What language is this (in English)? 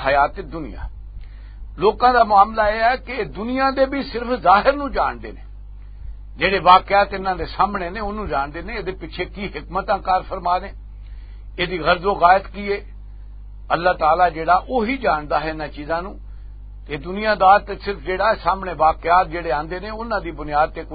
Western Panjabi